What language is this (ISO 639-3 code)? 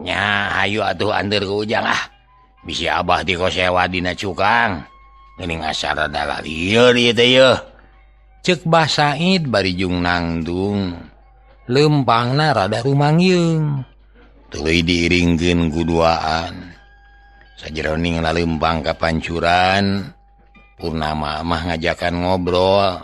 sun